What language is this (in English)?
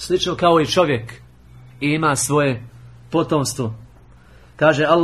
Bosnian